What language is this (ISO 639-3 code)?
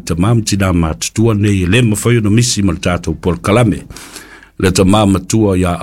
smo